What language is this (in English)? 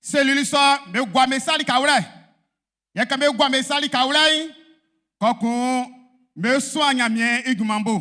Baoulé